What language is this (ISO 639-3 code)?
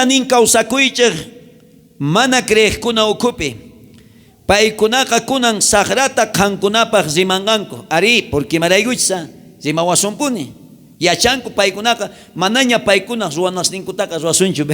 quh